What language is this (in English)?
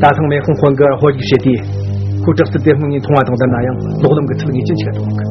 Tibetan